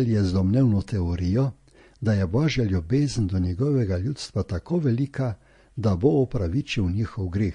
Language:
Slovenian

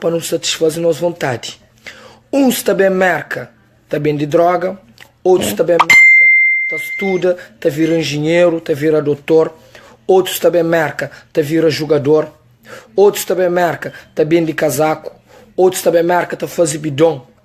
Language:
Kabuverdianu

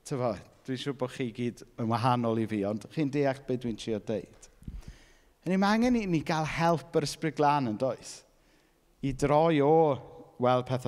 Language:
Welsh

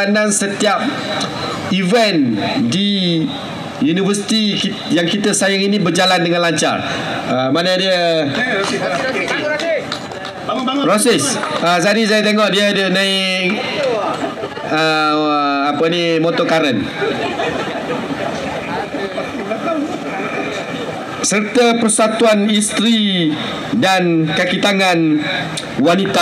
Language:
Malay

